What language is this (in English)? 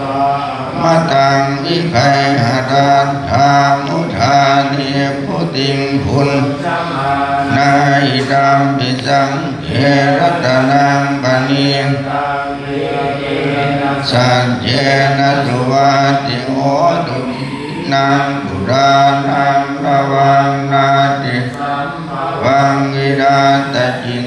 Pali